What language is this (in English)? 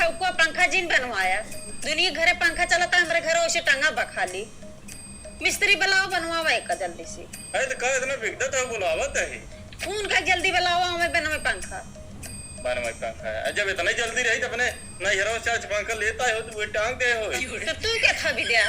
Awadhi